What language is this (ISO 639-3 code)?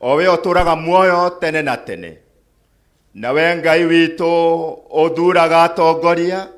kik